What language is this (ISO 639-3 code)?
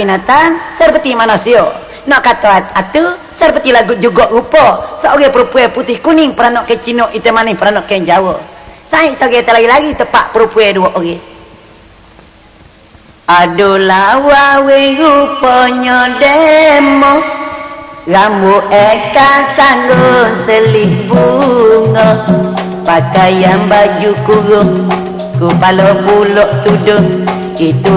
msa